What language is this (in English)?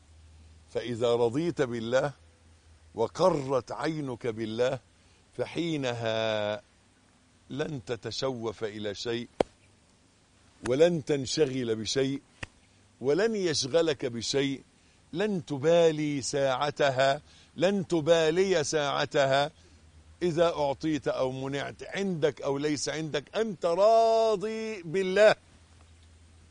Arabic